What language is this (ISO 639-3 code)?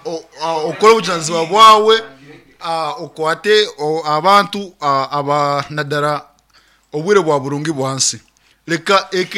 nyn